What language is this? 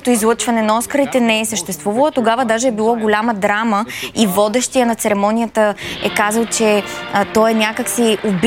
Bulgarian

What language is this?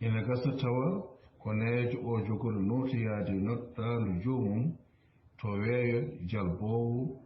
Fula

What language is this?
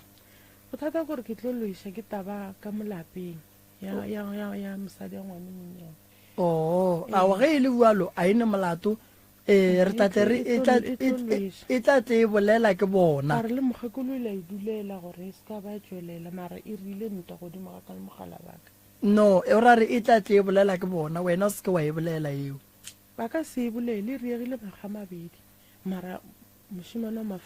Northern Sotho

